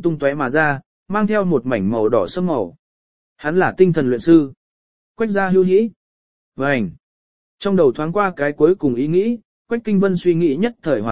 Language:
Vietnamese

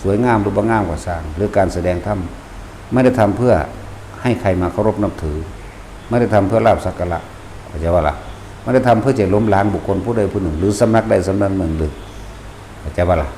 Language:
Northeastern Thai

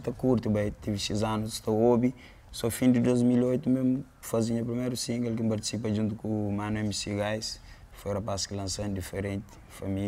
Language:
Kabuverdianu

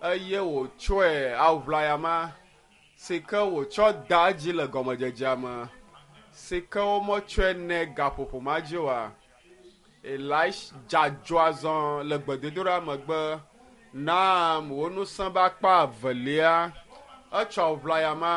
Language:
Ewe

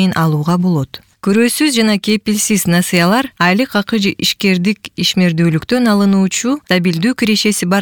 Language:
Kyrgyz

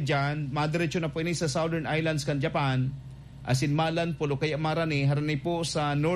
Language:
Bikol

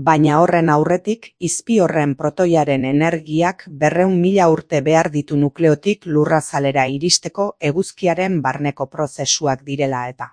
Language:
Basque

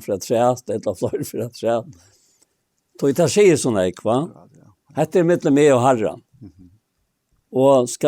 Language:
Faroese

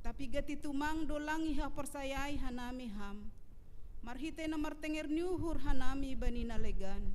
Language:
Batak Simalungun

